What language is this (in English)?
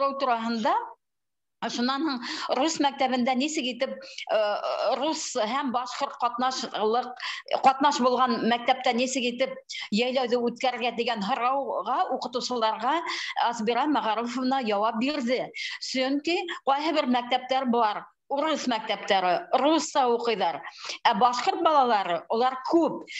Bashkir